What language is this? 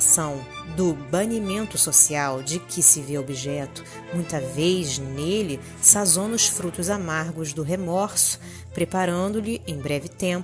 Portuguese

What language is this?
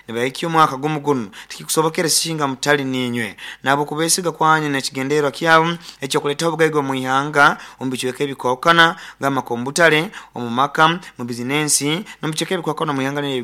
Nyankole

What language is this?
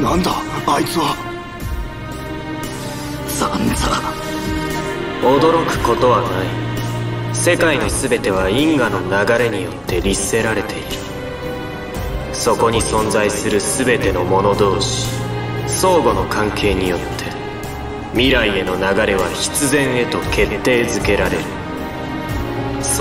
Japanese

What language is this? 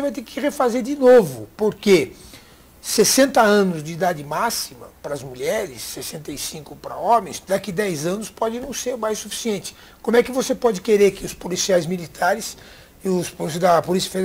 Portuguese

